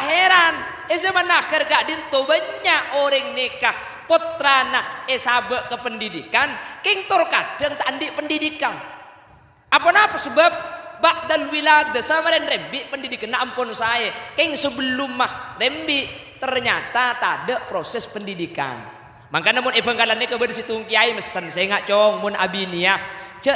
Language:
Madurese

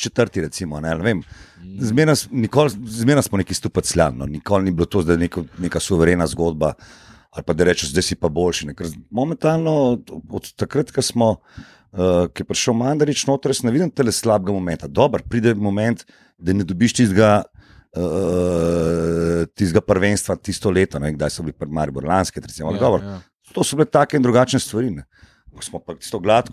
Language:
Slovenian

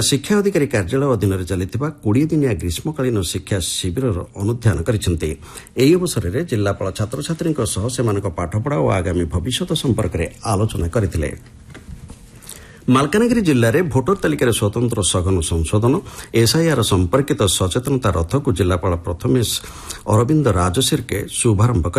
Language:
Odia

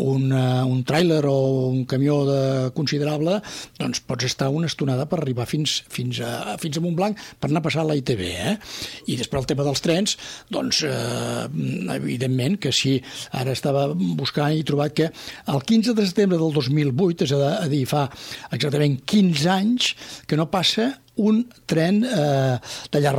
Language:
Catalan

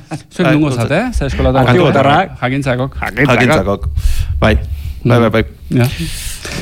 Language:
Basque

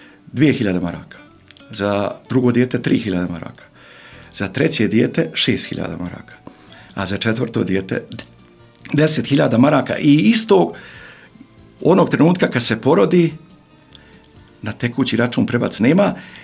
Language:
Bosnian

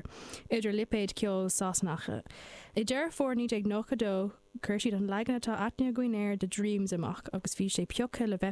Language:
Irish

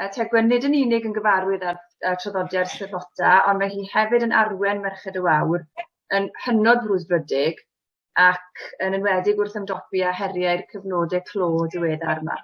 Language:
Welsh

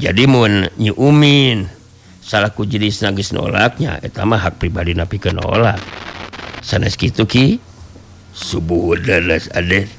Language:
Sundanese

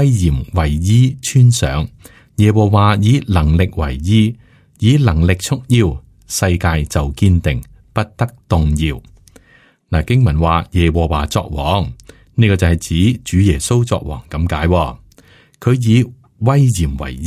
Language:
Cantonese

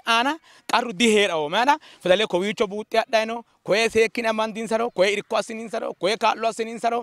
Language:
Sidamo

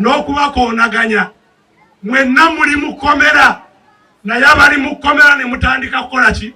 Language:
Ganda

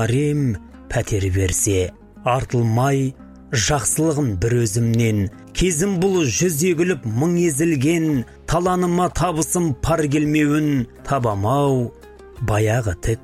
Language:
Kazakh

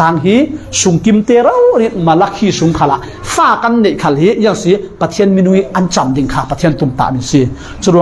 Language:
Falam Chin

